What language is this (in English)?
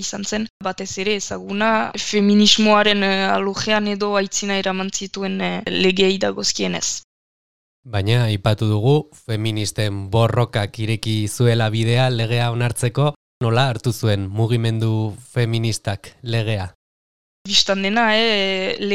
Basque